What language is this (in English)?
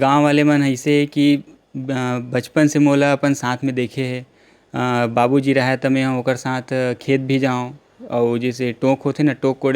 Chhattisgarhi